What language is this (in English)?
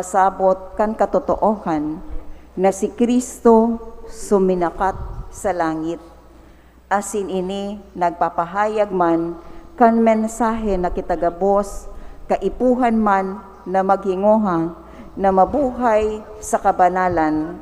Bikol